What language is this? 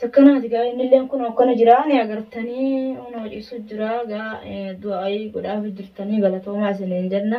Oromo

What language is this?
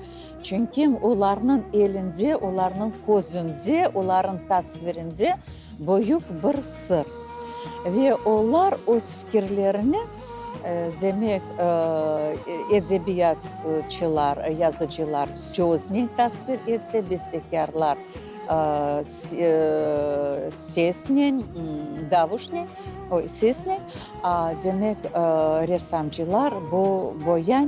Crimean Tatar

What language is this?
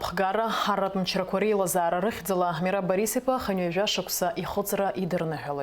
Abkhazian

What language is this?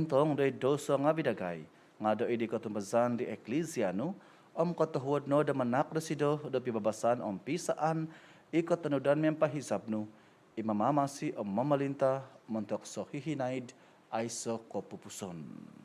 Central Dusun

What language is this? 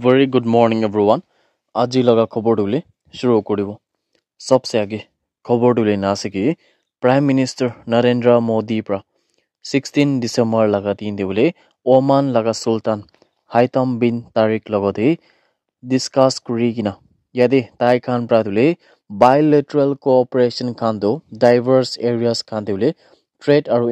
Naga Pidgin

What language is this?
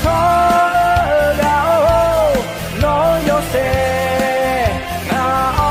Akha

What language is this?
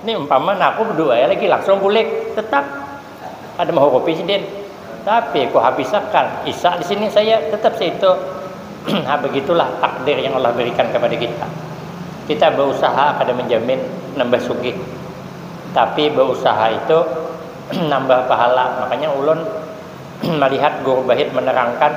Banjar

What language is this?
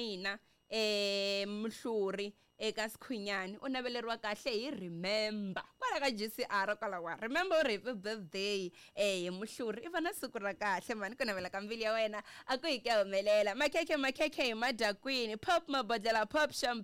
Tsonga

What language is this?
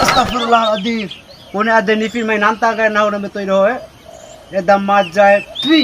Bima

